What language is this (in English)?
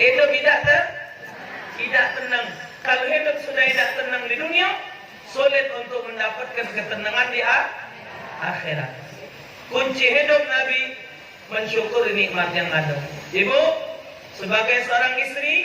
Musi